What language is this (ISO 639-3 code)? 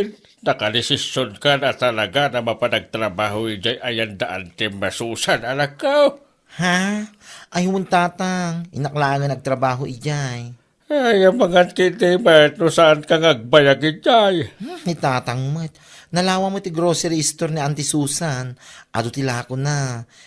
ilo